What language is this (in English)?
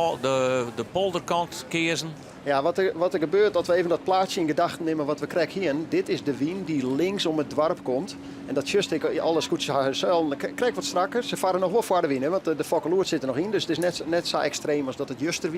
Western Frisian